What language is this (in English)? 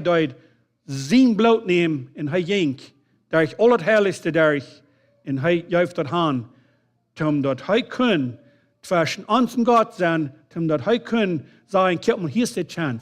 Plautdietsch